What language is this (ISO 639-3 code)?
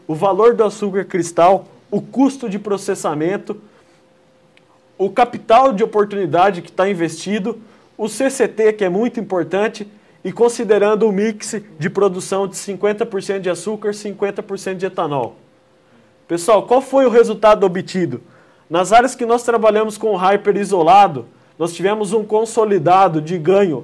por